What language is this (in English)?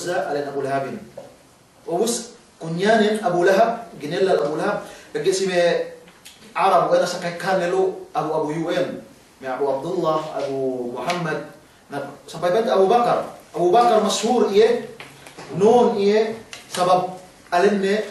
Yakan